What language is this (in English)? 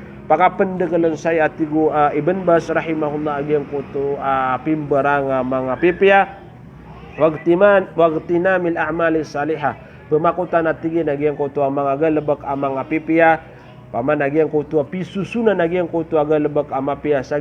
Maranao